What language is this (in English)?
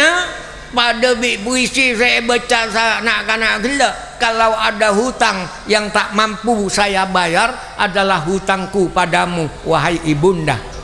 Madurese